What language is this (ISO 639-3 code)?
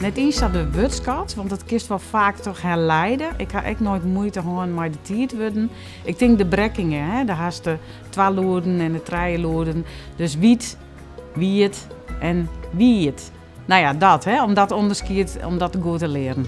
fry